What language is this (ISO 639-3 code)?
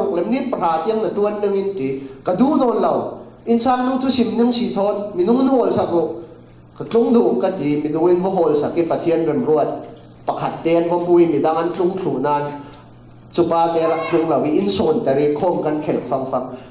cfm